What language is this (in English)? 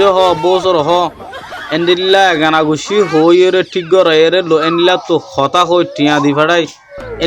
Rohingya